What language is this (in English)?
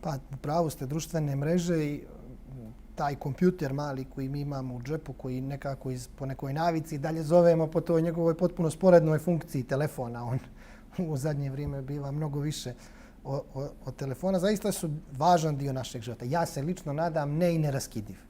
Bosnian